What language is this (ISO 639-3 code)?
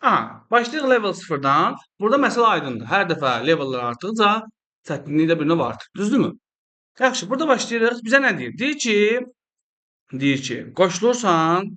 aze